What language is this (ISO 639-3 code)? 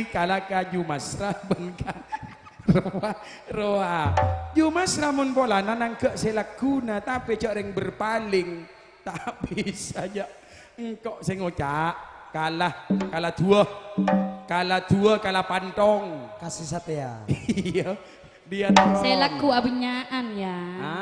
mad